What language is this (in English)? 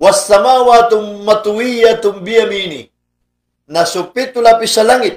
Maranao